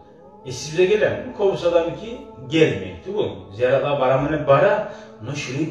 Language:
Kumyk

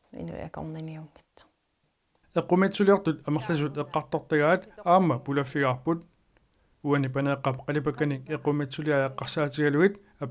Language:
Kalaallisut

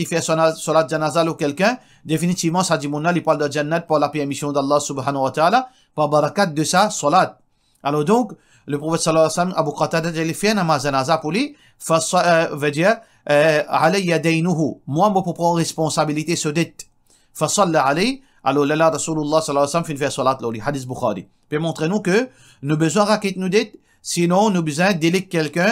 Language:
Morisyen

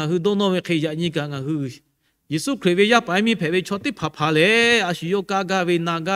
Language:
Lahu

